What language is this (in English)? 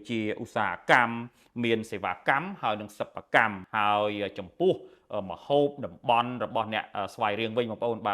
Khmer